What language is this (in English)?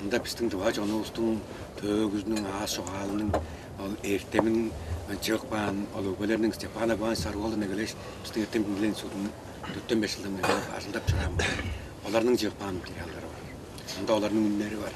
Tuvinian